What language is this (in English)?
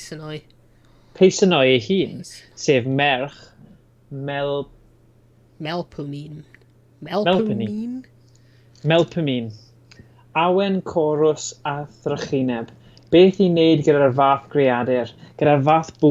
Welsh